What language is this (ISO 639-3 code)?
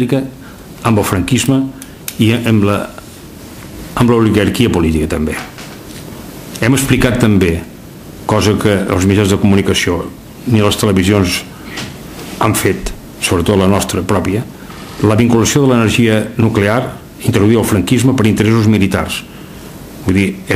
cat